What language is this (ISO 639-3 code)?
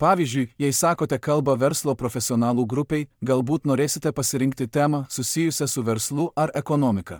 lit